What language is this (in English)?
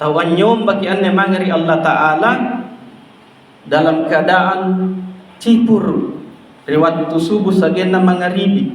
Makasar